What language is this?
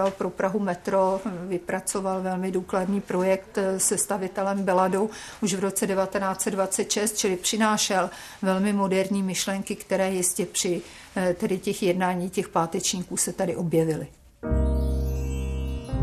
Czech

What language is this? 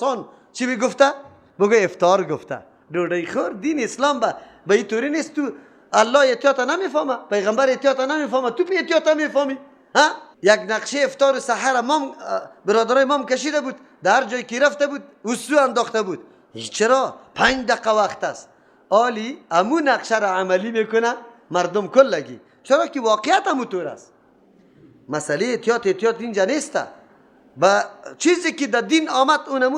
Persian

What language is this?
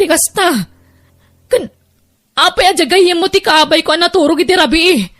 Iloko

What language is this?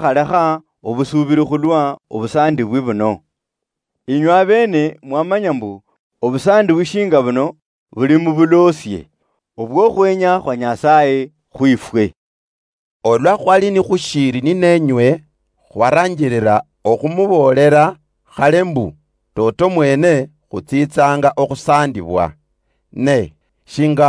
Luyia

